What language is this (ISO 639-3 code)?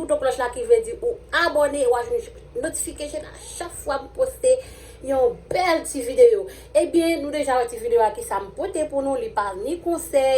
hat